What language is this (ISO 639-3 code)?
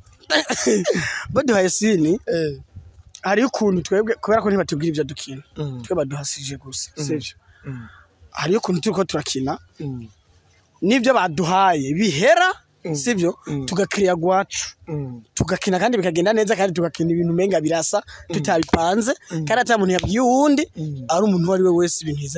run